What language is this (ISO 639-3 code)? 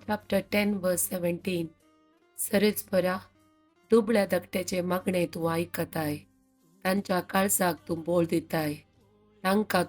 kok